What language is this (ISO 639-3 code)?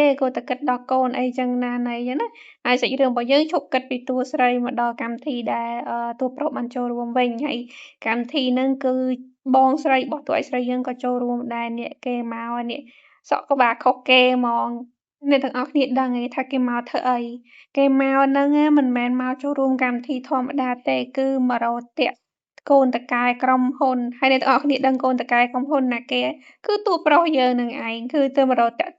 khm